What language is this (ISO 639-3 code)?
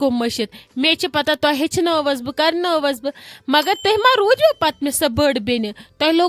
kas